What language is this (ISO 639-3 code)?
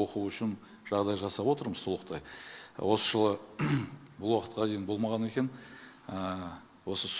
kaz